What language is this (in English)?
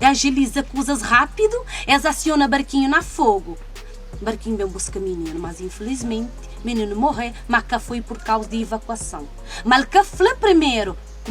Kabuverdianu